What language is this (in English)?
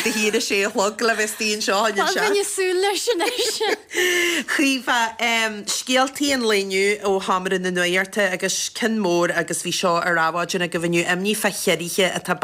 Irish